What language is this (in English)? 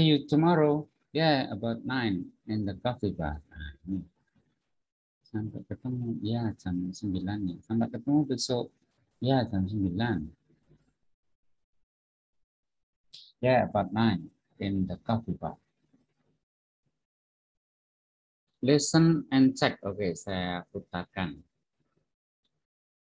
Indonesian